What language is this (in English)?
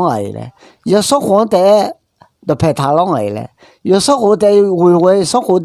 Akha